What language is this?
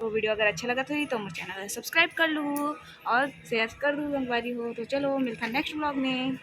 Chhattisgarhi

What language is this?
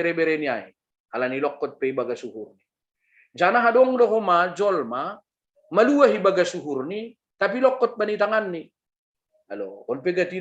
Batak Simalungun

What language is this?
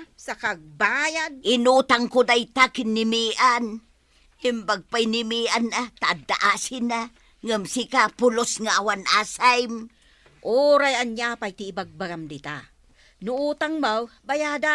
Iloko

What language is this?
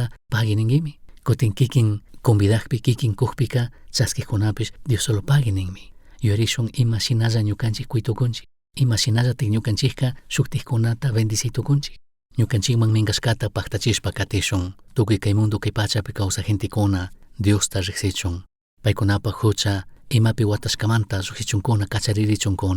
Chimborazo Highland Quichua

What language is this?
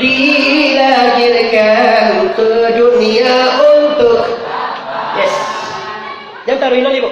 Minangkabau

